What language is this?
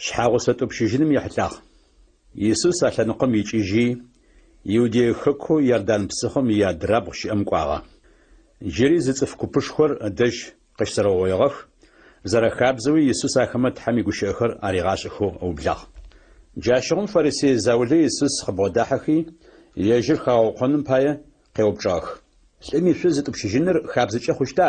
Adyghe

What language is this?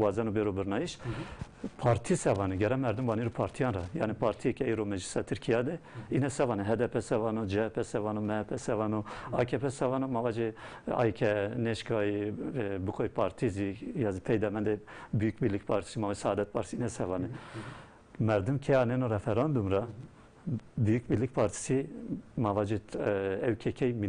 Zaza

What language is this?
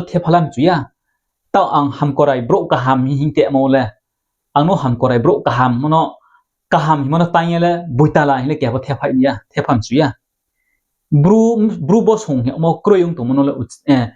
Riang (India)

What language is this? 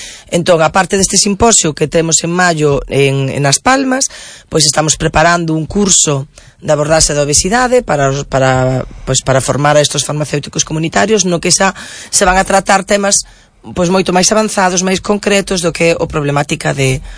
Galician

